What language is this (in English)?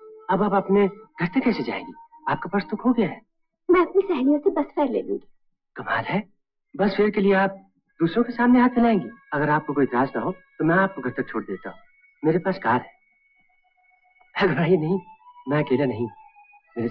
Hindi